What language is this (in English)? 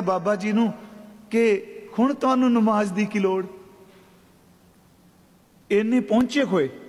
Punjabi